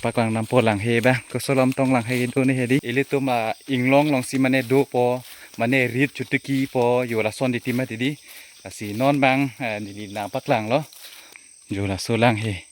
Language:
Karbi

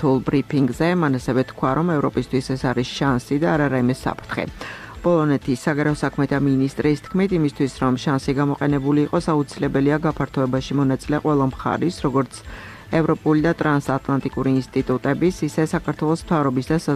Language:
Georgian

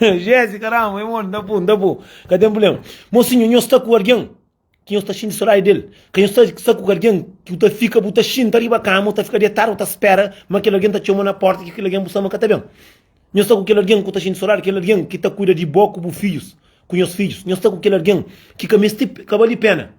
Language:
Kabuverdianu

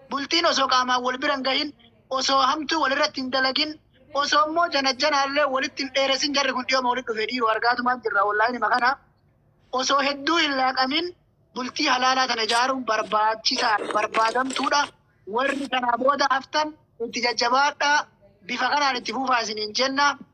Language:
Oromo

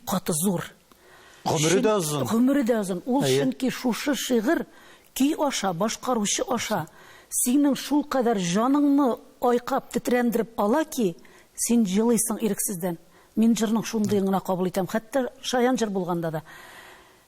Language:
Tatar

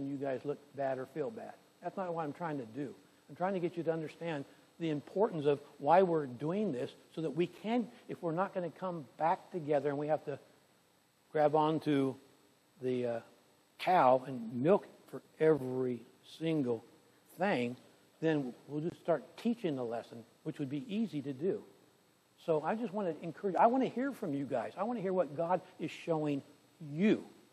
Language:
English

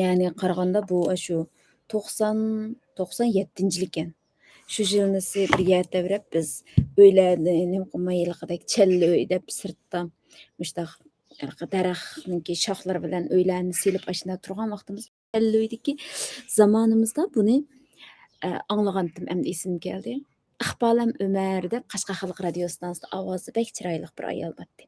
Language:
Uyghur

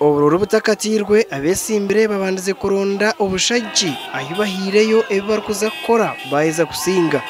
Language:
Nyankole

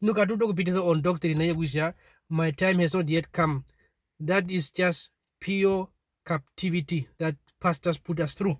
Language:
Herero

